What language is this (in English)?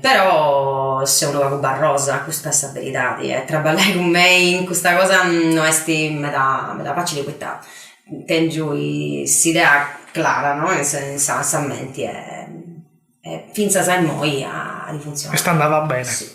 Sardinian